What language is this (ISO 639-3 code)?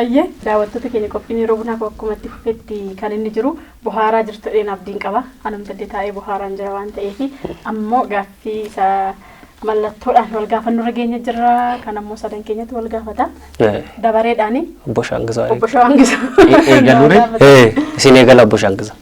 orm